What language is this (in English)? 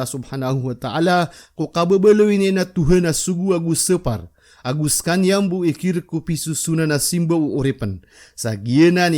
Maranao